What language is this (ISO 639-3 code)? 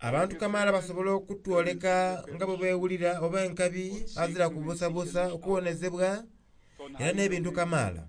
xog